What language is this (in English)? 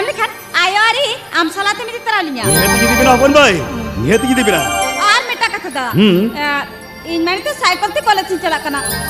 Santali